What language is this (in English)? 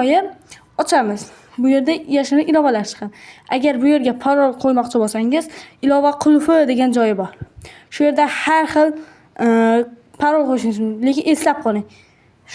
Uzbek